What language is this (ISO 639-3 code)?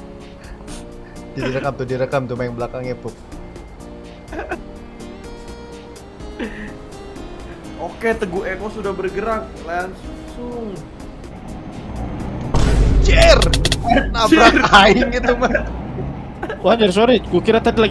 ind